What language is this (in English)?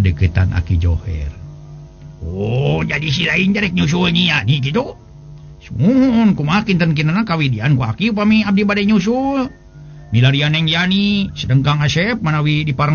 Sundanese